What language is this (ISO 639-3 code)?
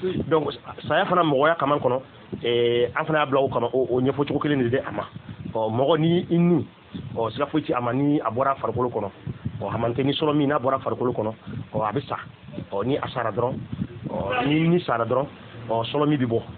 bam